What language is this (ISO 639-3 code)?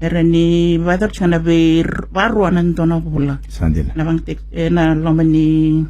fij